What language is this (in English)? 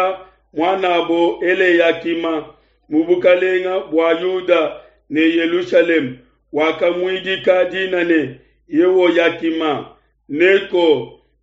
Luba-Lulua